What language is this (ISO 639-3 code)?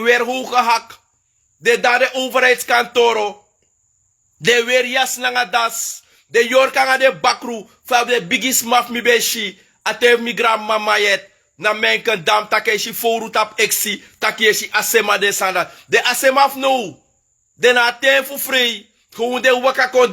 srn